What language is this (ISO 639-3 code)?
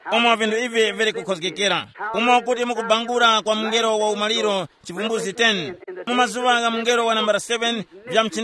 tum